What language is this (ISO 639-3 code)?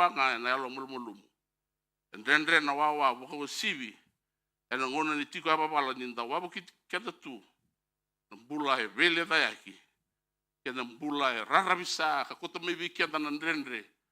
fij